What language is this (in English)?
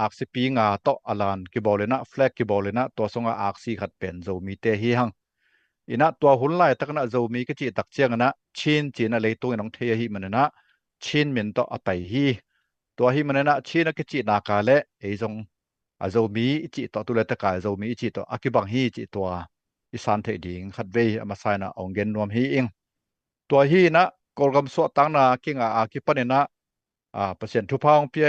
Tedim Chin